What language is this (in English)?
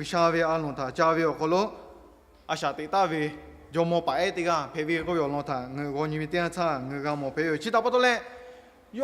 Lahu